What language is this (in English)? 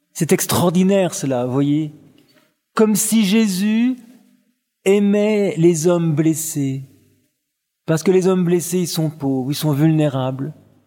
French